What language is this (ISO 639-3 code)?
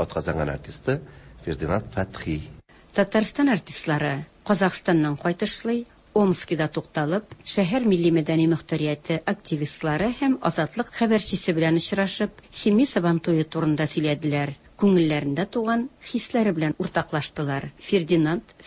tat